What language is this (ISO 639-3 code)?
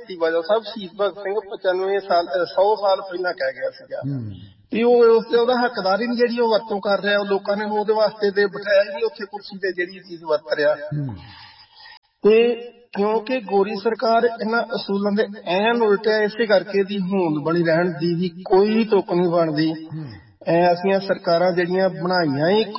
pan